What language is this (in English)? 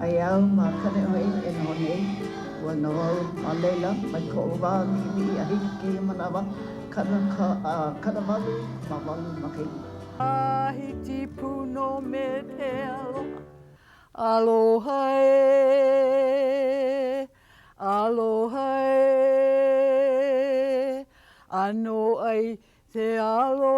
Hawaiian